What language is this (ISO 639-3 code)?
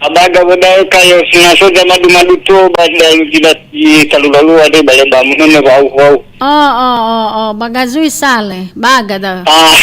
nia